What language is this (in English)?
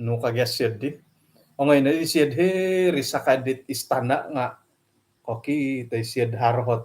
Central Dusun